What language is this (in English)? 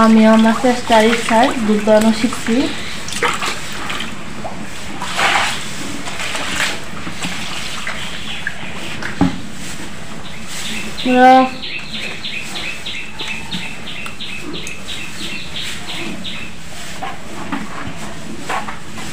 Bangla